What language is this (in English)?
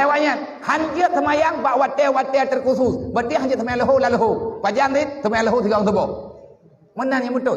Achinese